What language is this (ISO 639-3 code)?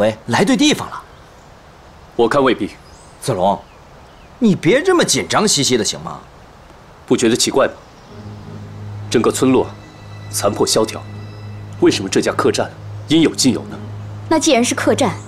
zho